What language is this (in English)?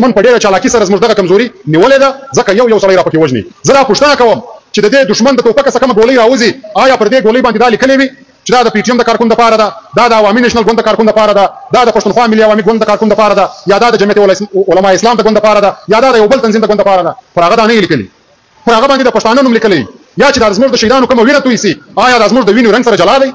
Pashto